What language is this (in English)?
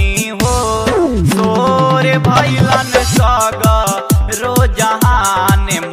Bhojpuri